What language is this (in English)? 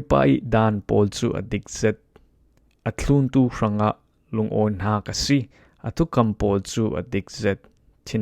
Falam Chin